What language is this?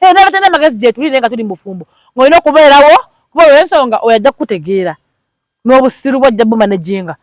Ganda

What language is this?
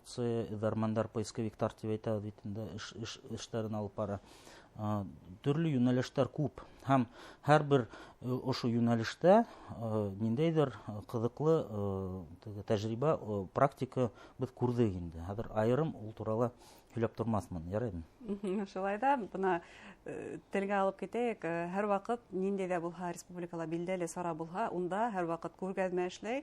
Bashkir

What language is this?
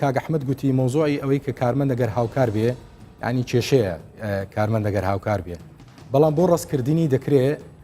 Central Kurdish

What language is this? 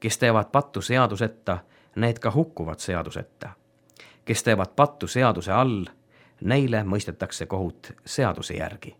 Estonian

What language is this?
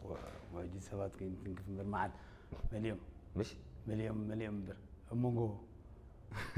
Tigrinya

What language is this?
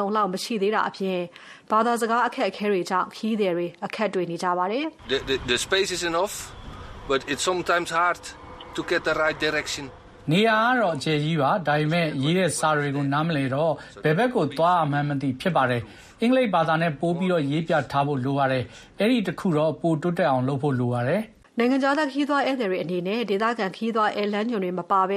Burmese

